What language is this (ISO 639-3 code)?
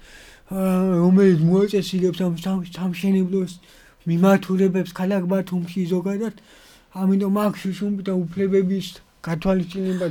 kat